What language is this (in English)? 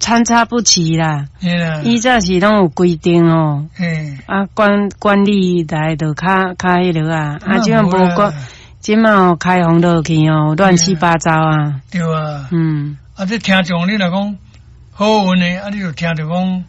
Min Nan Chinese